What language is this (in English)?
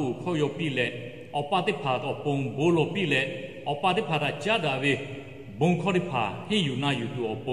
Lahu